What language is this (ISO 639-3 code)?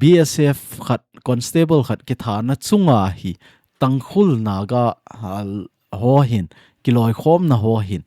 tcz